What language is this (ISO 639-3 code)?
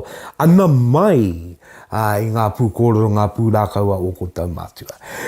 mri